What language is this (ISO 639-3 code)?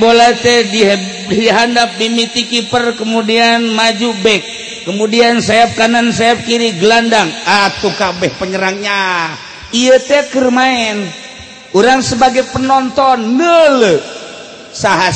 sun